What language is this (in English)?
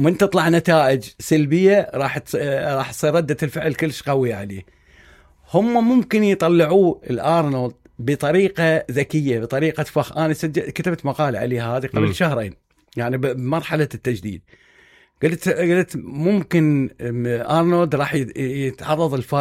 Mesopotamian Arabic